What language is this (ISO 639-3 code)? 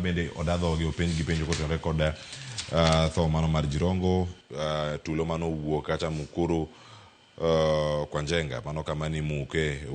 luo